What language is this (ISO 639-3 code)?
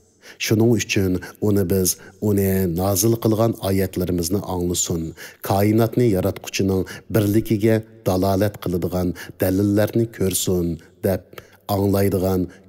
uig